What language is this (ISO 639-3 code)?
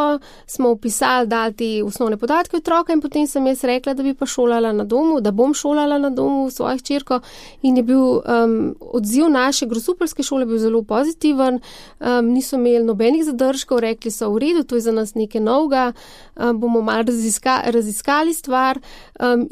slv